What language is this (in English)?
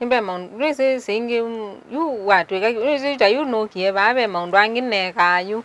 Kamba